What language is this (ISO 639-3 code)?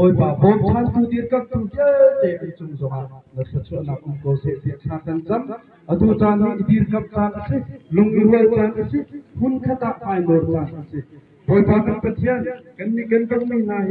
cnh